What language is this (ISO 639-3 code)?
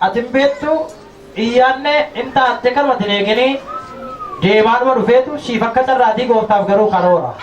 orm